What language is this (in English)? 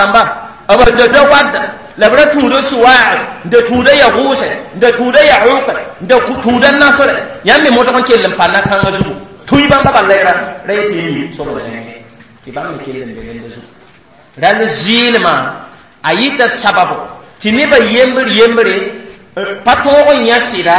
Mossi